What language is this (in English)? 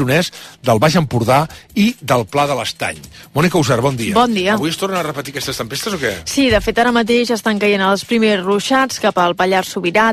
Catalan